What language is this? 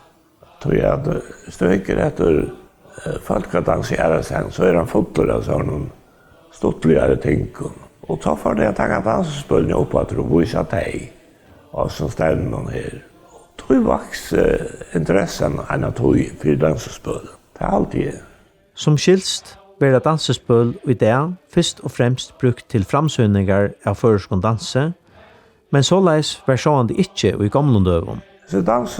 Faroese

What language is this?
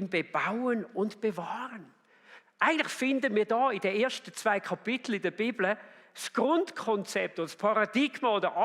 Swiss German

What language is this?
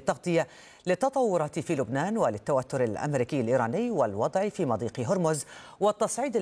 Arabic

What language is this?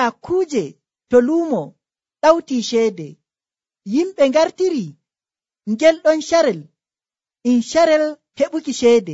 Nigerian Fulfulde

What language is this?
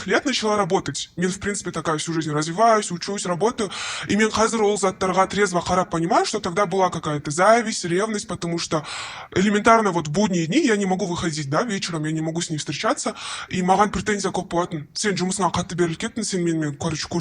Kazakh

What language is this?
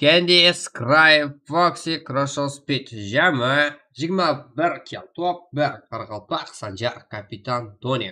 Kara-Kalpak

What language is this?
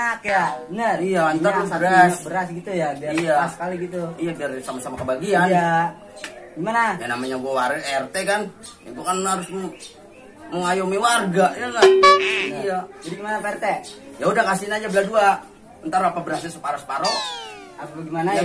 Betawi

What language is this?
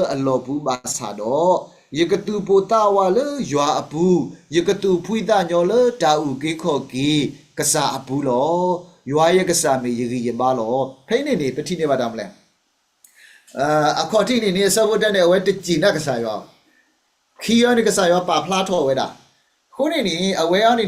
S'gaw Karen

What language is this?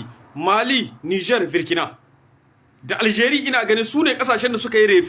Hausa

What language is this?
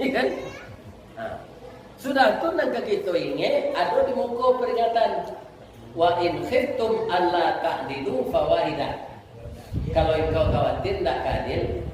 Minangkabau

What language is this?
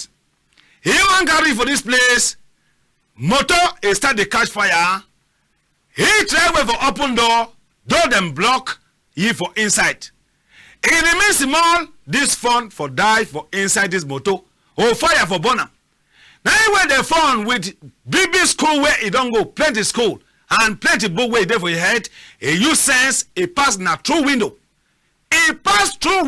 Cameroon Pidgin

